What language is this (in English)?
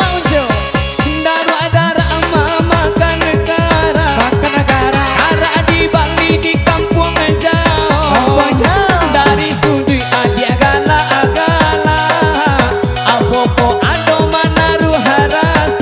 Minangkabau